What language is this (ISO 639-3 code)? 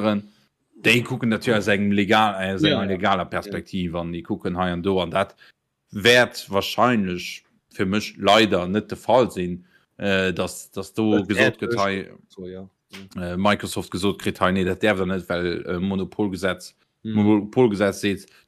ltz